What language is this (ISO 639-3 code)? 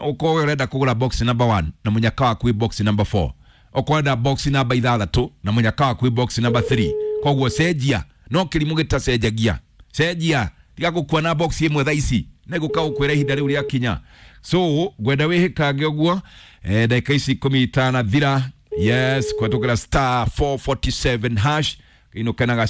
kik